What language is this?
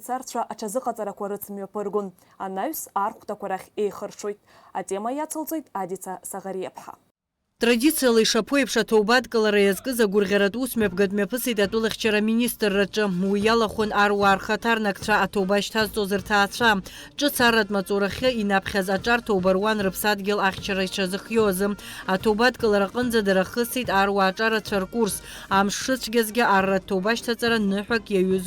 Abkhazian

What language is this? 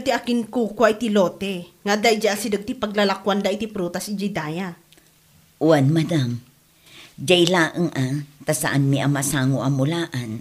Iloko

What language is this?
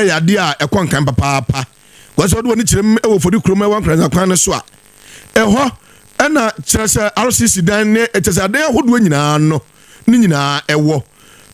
Akan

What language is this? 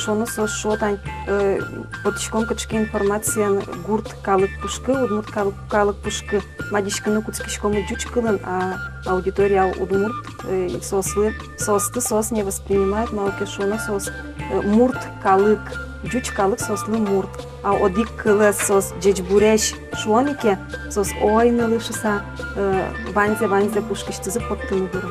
Udmurt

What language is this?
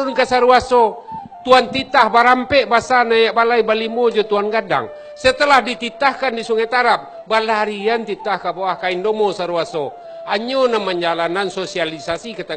Minangkabau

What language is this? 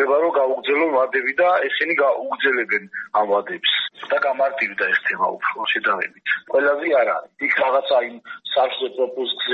Georgian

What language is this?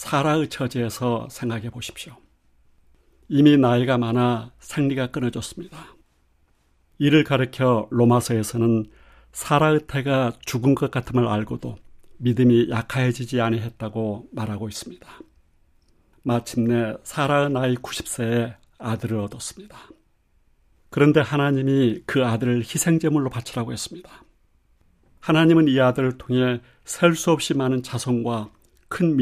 Korean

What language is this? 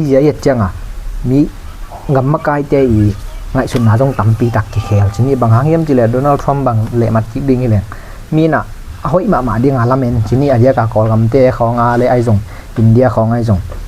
Tedim Chin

